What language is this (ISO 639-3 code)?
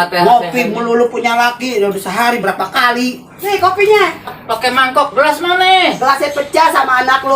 bew